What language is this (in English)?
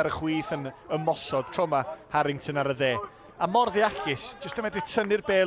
Welsh